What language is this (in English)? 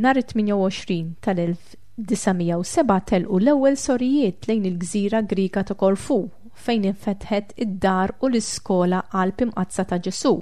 Maltese